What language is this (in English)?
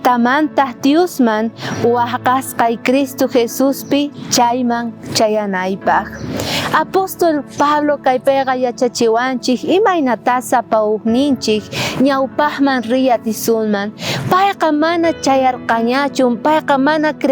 South Bolivian Quechua